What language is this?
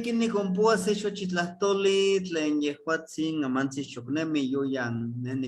Eastern Huasteca Nahuatl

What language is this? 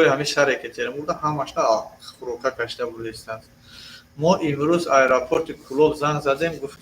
Tajik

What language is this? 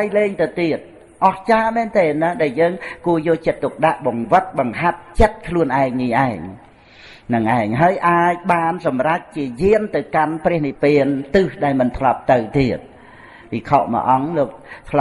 Khmer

